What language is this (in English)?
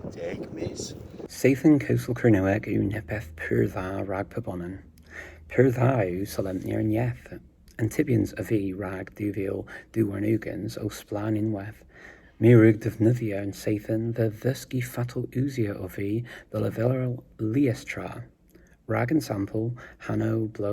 Cornish